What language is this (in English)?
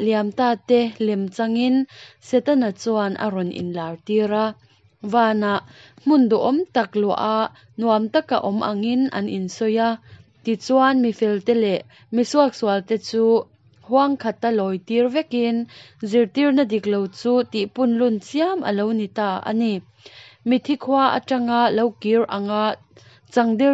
Mizo